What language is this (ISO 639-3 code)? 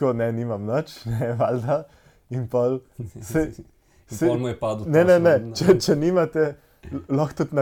slv